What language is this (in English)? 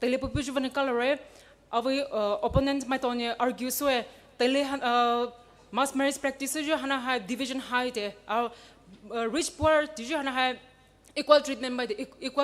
Poumei Naga